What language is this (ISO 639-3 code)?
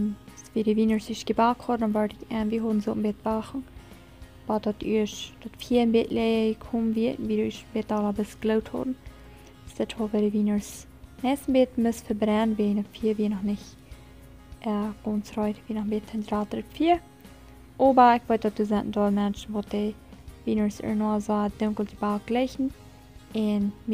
pdt